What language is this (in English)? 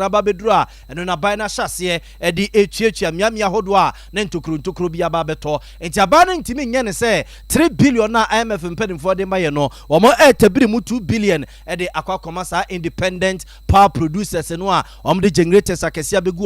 Akan